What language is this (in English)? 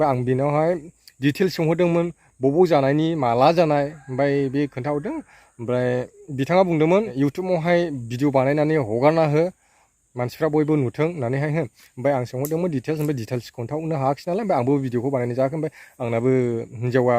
Bodo